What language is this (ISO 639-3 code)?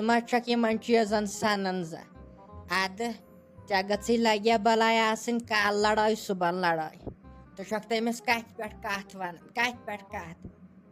kas